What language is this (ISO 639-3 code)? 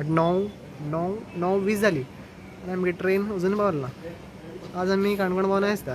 kok